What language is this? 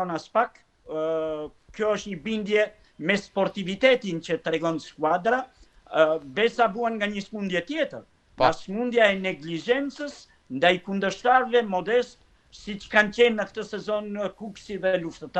Albanian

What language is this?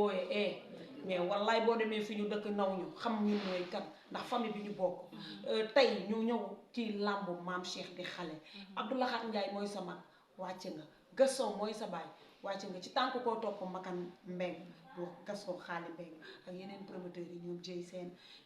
Wolof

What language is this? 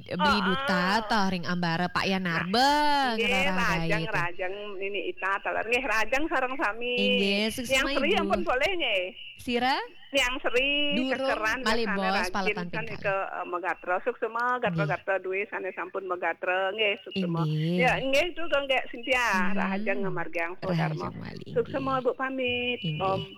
Balinese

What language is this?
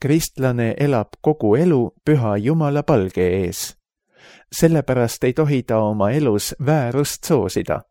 Estonian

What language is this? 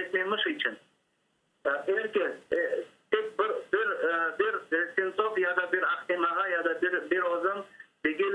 Crimean Tatar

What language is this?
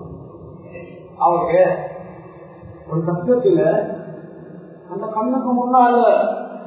Tamil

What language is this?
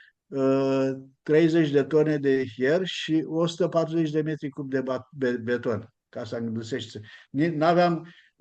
Aromanian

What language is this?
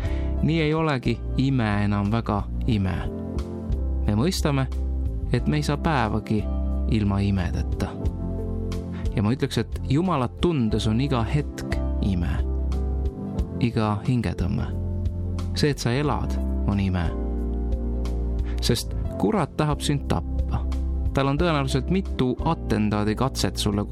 Estonian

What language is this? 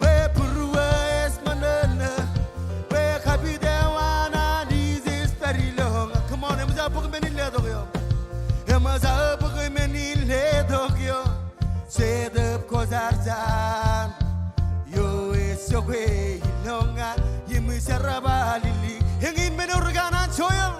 Marshallese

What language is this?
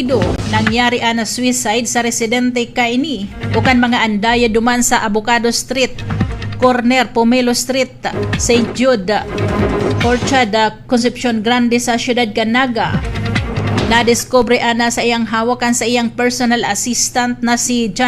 Bikol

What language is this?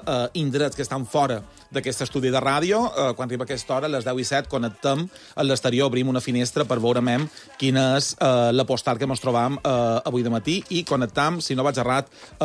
Catalan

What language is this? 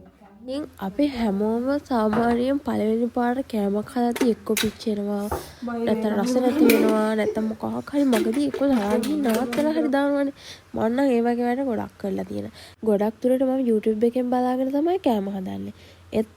Sinhala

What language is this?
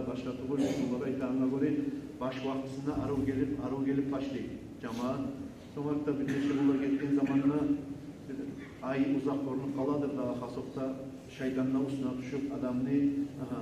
Kumyk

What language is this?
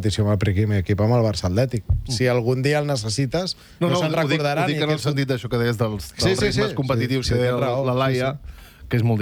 Catalan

